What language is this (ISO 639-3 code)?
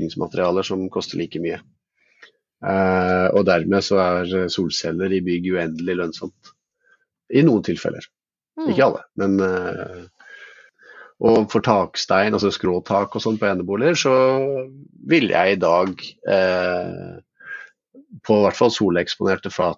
nor